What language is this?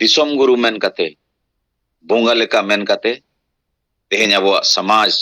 Santali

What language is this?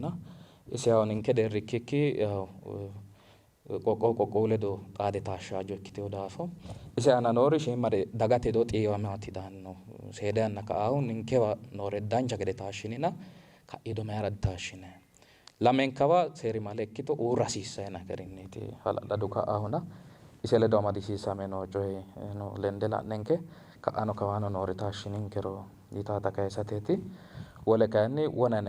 Sidamo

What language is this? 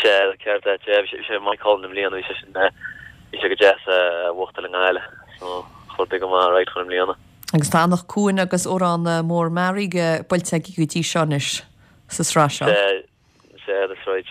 Irish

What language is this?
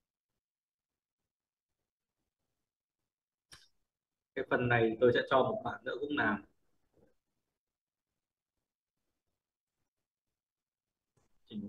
Vietnamese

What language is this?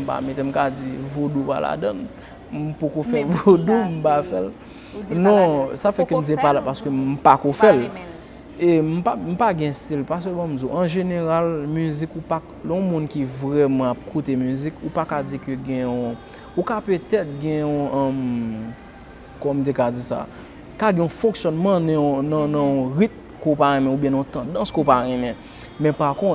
Haitian Creole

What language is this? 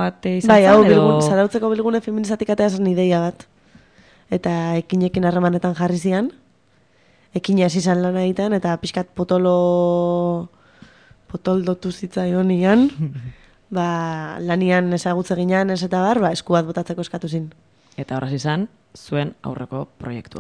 Basque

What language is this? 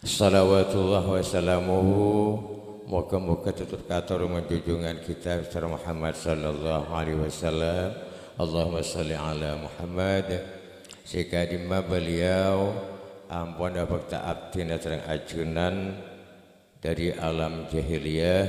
Madurese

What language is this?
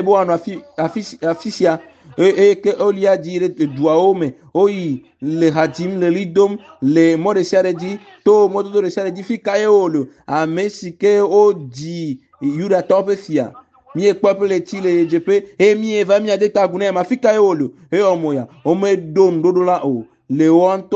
Ewe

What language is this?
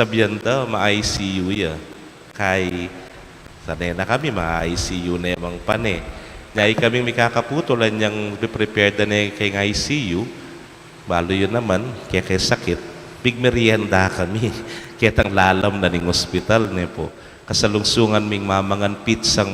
Pampanga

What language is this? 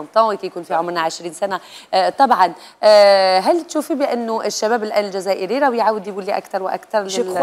Algerian Arabic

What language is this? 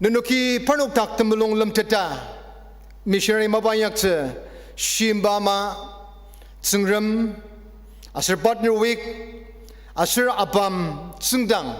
Ao Naga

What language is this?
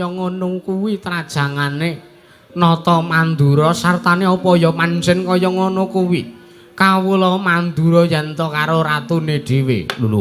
Javanese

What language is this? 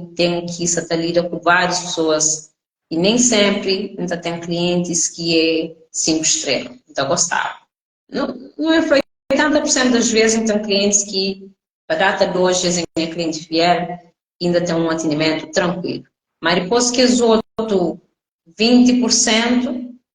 Kabuverdianu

